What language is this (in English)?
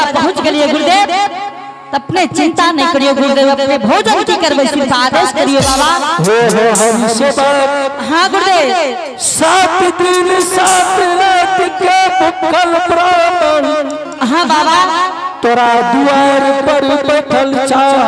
Angika